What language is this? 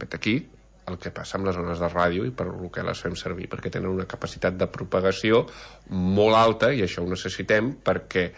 Catalan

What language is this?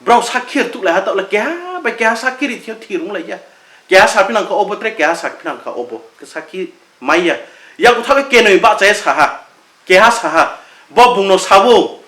Riang (India)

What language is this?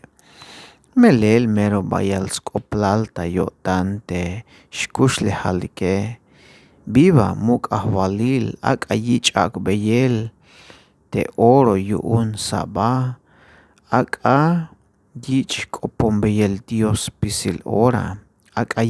Tzeltal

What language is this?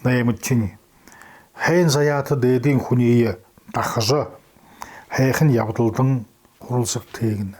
Buriat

